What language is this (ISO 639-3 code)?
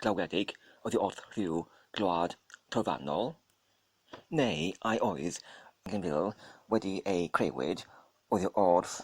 cym